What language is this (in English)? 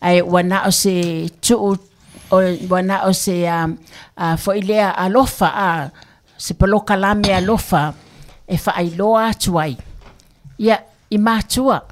Samoan